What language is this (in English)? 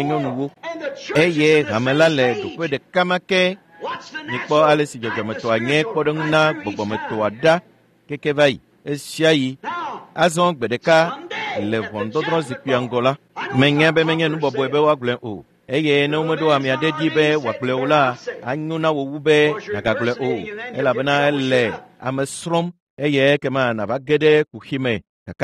Ewe